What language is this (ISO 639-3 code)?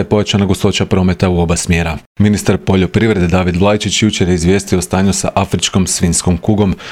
hrv